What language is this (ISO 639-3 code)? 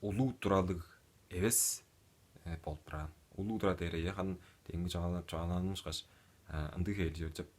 tyv